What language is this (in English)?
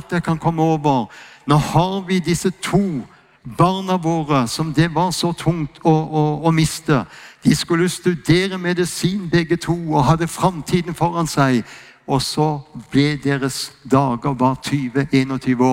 Norwegian